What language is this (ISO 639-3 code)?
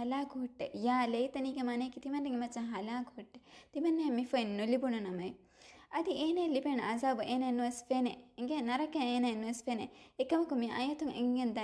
div